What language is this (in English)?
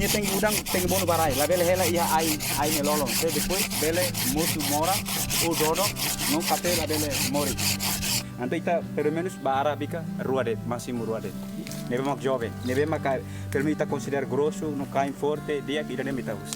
Tetum